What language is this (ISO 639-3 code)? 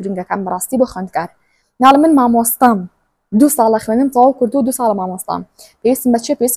ckb